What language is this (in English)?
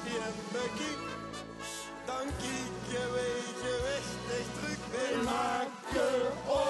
Limburgish